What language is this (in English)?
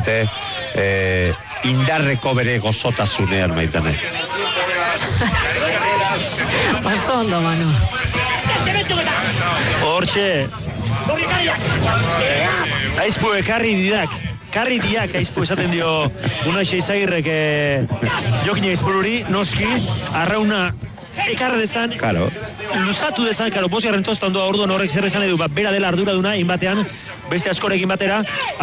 Basque